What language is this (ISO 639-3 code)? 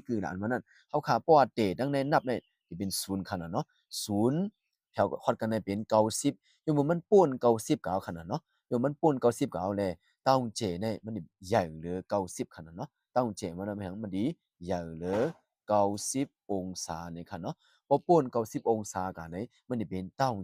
shn